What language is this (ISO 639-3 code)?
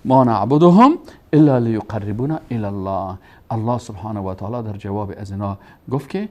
fas